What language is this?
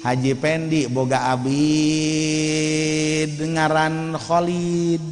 Sundanese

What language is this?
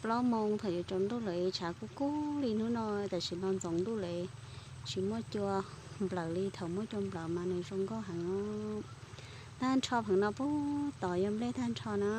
Hmong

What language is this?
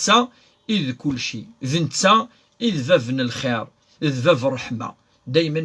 Kabyle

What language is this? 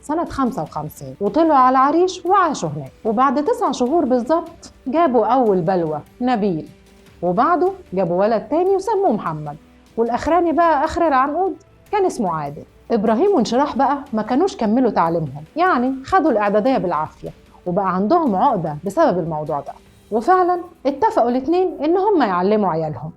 Egyptian Arabic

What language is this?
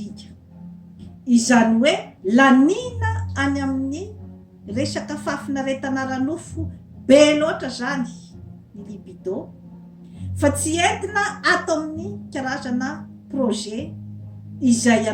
Malagasy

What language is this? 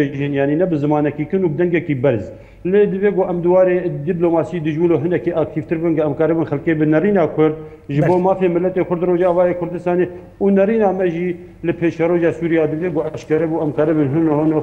Kurdish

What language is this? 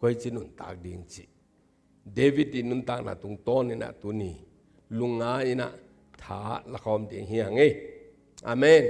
Tedim Chin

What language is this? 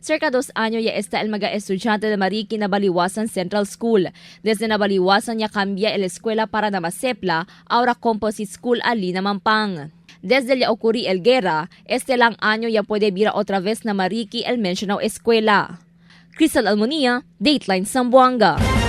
Chavacano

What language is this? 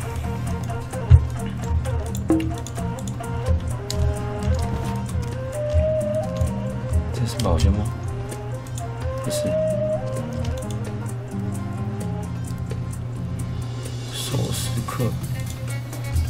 Chinese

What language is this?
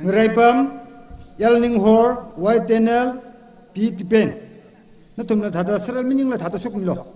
Tangkhul Naga (India)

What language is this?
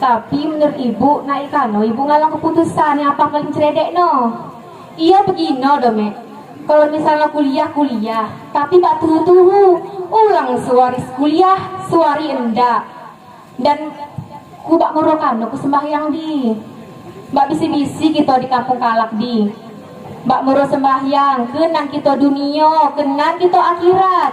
Achinese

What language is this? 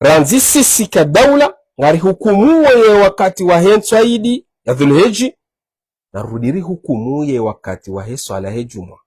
Ngazidja Comorian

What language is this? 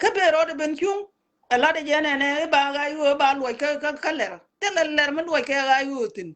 Nuer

